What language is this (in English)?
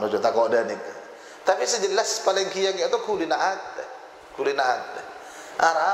Madurese